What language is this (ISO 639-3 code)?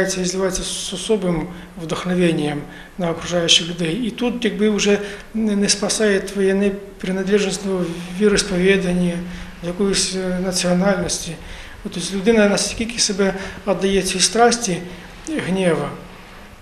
ukr